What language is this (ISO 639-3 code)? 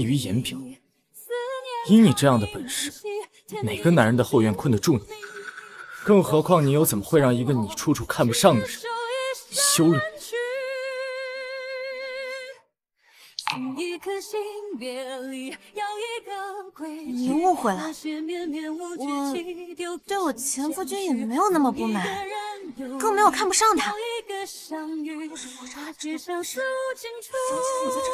zho